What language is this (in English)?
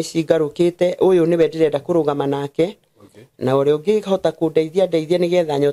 Kikuyu